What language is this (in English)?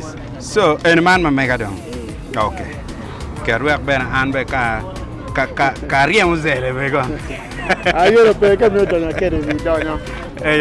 Acoli